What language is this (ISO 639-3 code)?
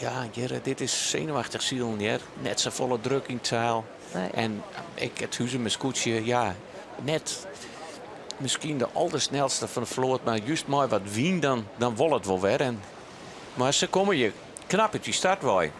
fry